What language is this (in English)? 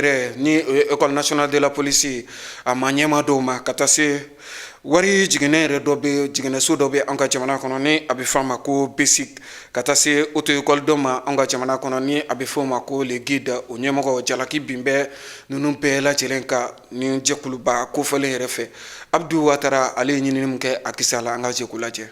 Bambara